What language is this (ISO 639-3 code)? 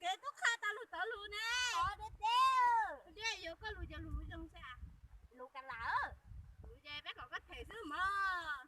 hmn